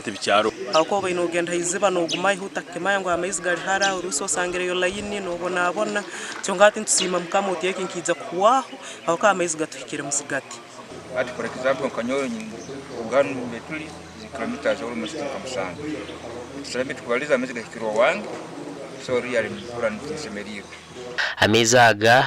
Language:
Nyankole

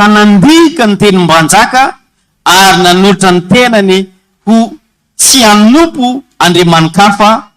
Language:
Malagasy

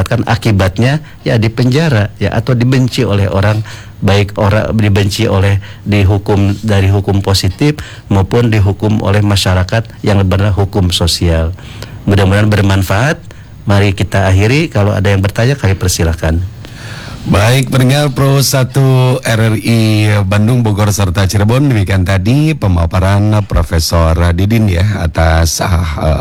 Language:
Indonesian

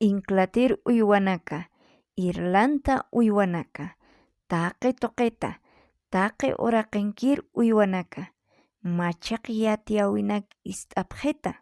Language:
Aymara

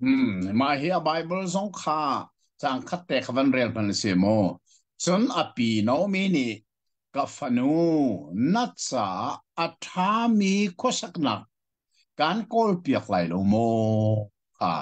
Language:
Hakha Chin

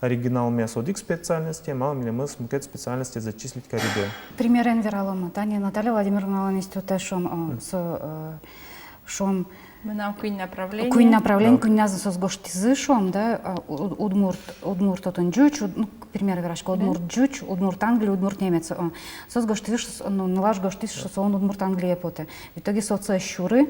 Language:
Udmurt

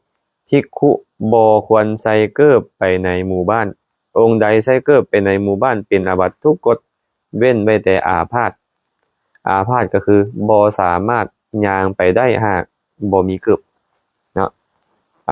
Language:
Lao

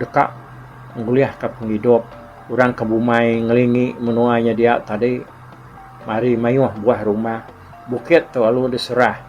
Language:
Iban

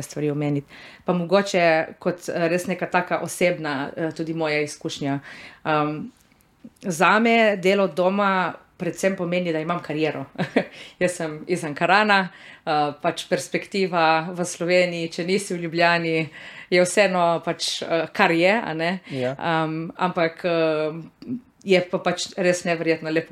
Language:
Slovenian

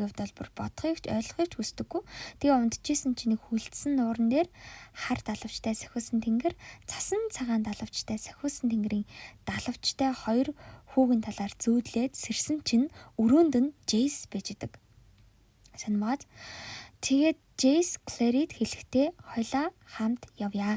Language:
Mongolian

